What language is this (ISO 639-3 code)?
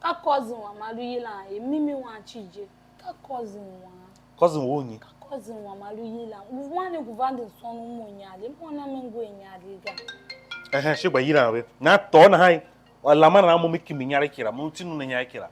tiv